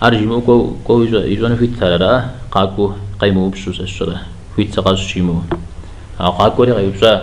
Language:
Kabardian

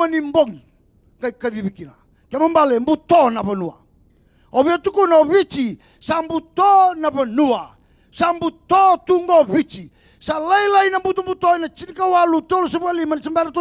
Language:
Fijian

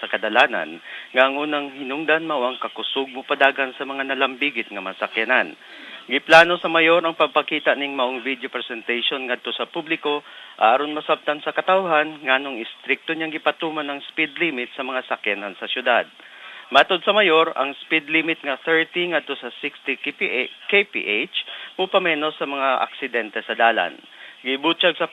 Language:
Cebuano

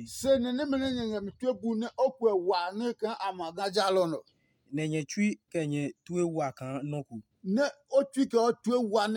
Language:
Adangme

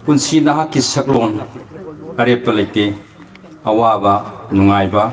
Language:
Manipuri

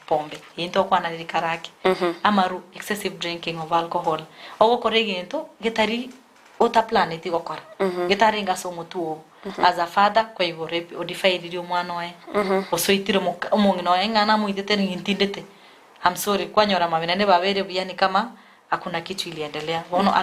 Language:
Gusii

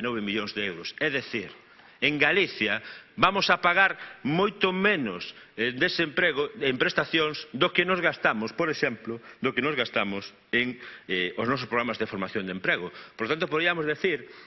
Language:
Galician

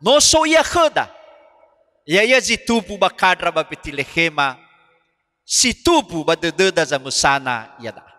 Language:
Nias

